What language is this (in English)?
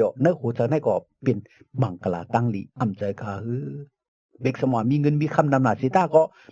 Shan